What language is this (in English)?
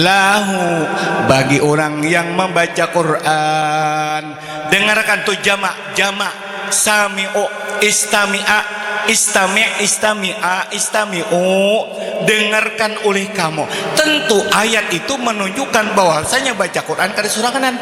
Banjar